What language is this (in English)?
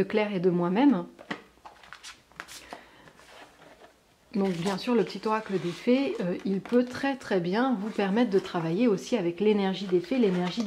French